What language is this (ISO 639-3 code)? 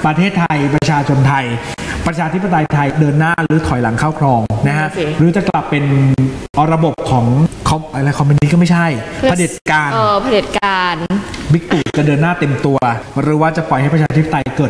tha